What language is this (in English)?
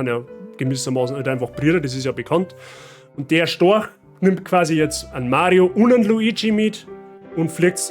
Bavarian